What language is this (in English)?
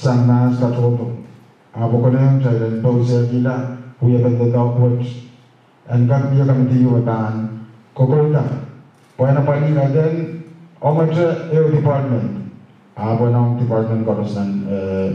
Pohnpeian